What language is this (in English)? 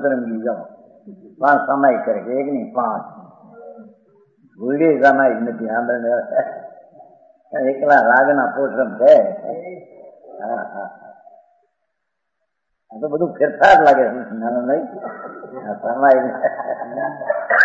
Gujarati